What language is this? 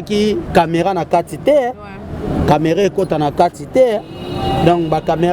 Lingala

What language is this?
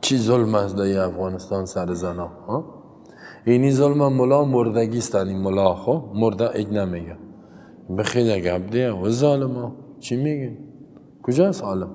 Persian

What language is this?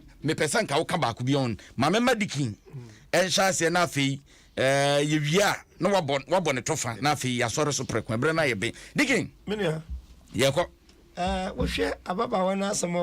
Akan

